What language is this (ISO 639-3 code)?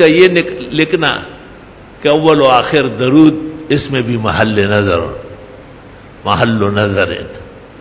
urd